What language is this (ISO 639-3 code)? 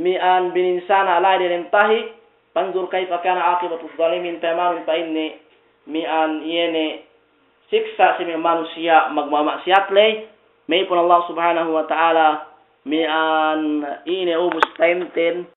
yka